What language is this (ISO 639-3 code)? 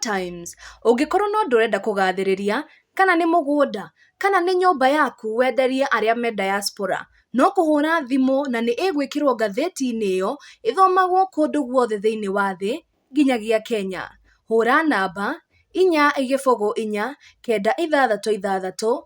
kik